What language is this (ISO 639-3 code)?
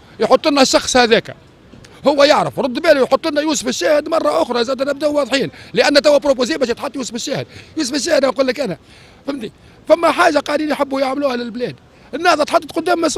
aeb